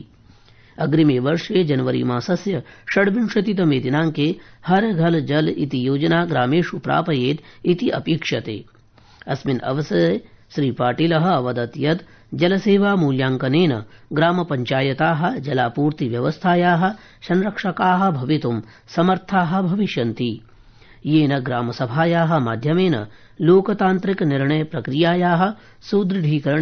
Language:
Sanskrit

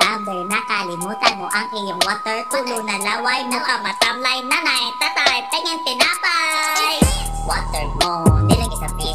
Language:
Filipino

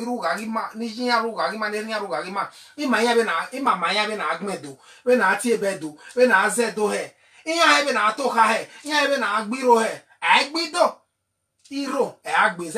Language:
Bini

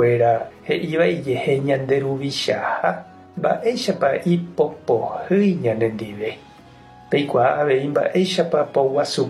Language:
Guarani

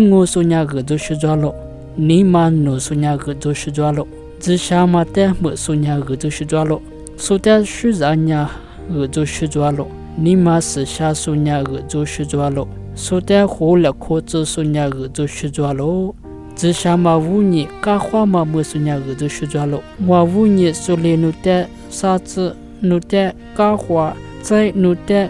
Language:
Lisu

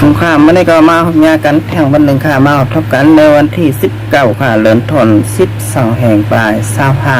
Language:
Shan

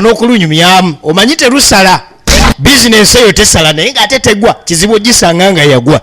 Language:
Ganda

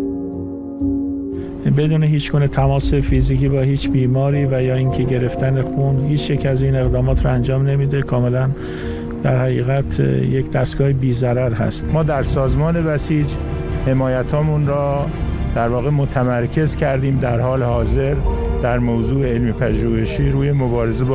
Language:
Persian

